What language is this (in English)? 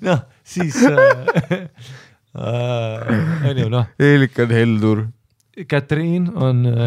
Estonian